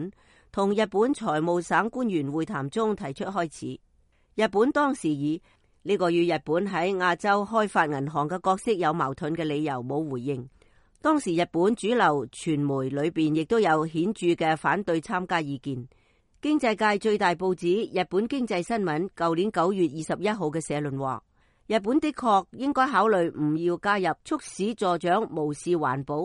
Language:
Cantonese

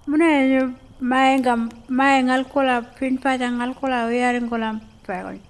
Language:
Pitjantjatjara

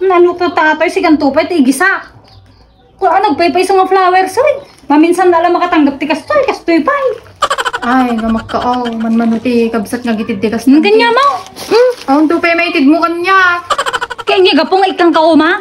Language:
Iloko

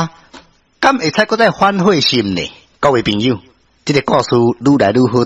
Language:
Min Nan Chinese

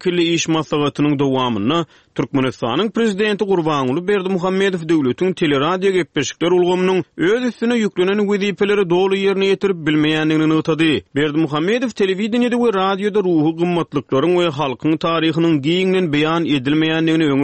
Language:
Turkmen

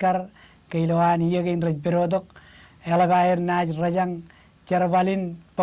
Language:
Marshallese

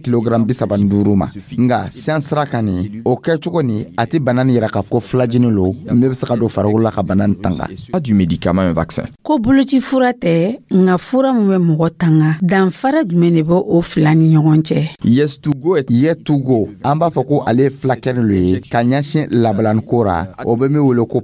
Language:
Dyula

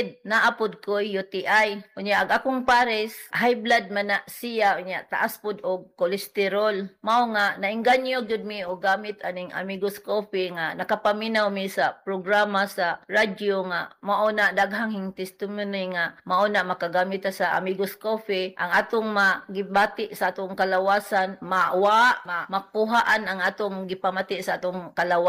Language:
Cebuano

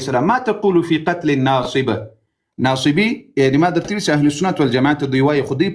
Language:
Pashto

